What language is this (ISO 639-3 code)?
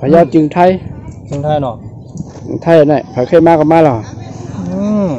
shn